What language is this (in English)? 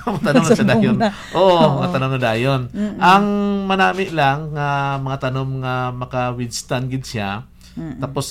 Hiligaynon